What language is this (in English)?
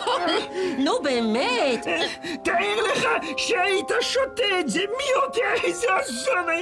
Hebrew